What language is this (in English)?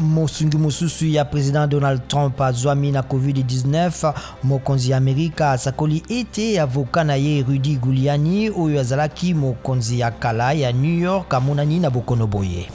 Lingala